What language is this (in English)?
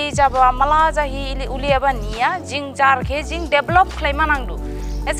Dimasa